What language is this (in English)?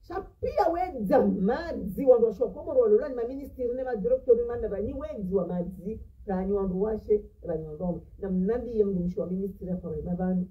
Ngazidja Comorian